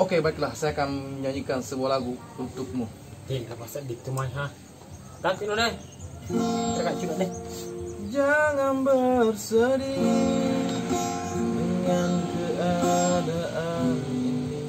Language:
Makassar Malay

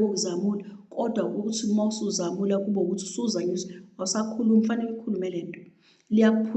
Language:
Zulu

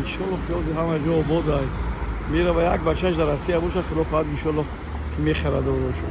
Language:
Tajik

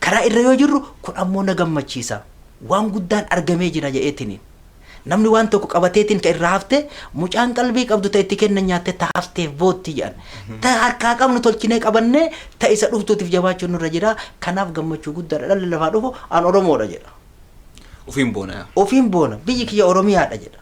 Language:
Oromo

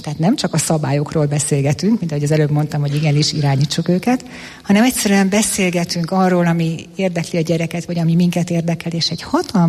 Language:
Hungarian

